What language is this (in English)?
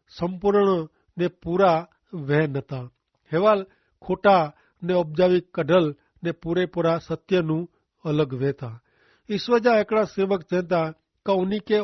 Kachhi